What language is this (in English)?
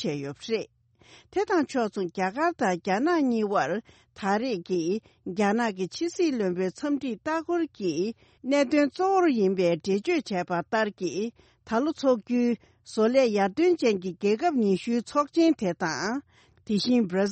Tibetan